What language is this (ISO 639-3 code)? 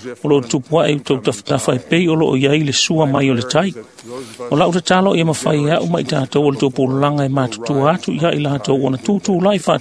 smo